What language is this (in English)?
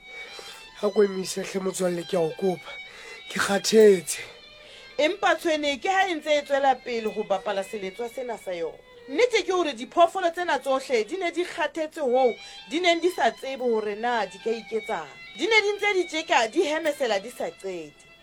Southern Sotho